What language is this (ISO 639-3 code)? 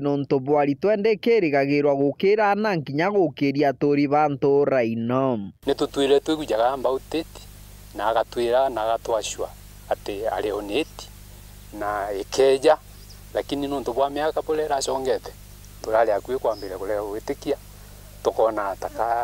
mer